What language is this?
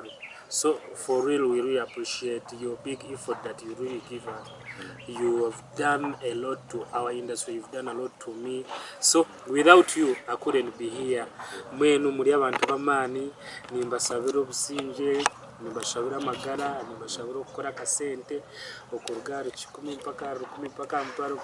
Nyankole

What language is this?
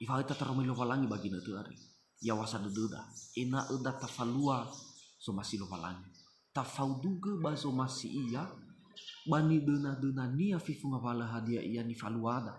Nias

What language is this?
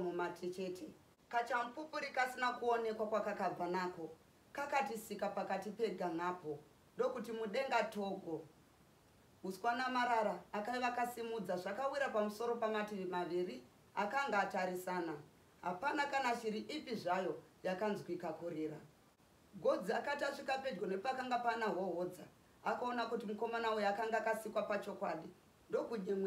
Shona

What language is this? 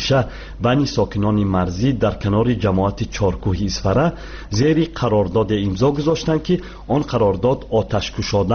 Tajik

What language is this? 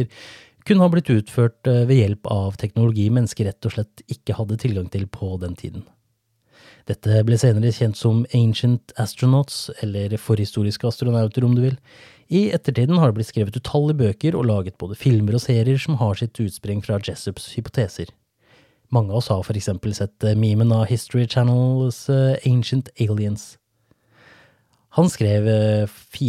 Norwegian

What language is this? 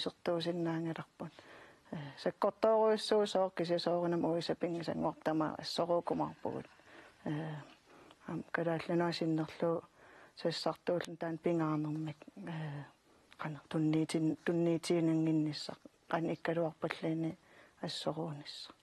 Kalaallisut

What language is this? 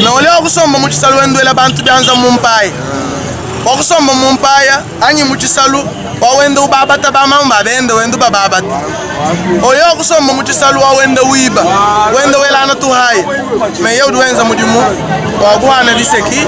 Luba-Lulua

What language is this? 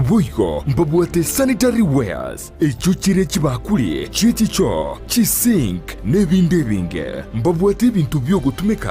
Gusii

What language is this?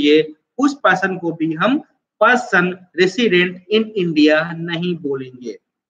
Hindi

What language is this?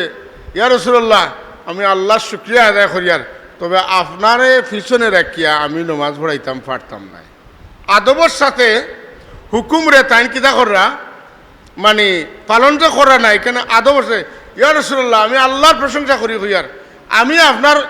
Sylheti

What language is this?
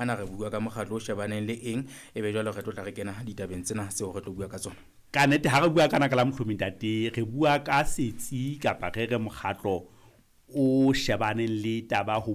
Southern Sotho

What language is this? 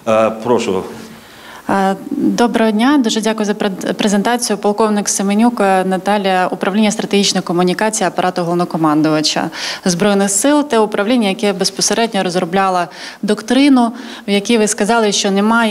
Ukrainian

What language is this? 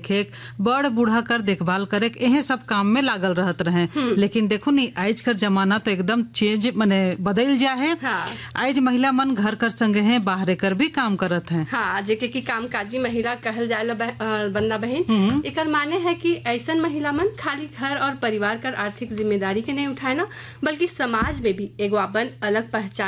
Sadri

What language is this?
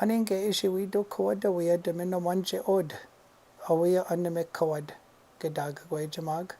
Chippewa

